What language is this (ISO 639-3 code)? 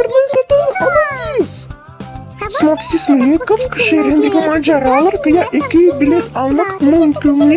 crh